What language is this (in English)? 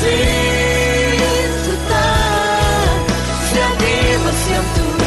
Falam Chin